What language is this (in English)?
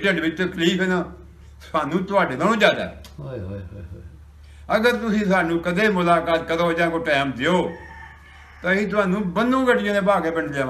Punjabi